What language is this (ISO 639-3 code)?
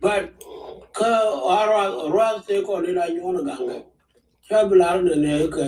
nus